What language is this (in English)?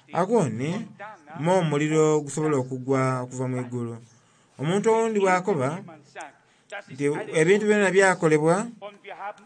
Soga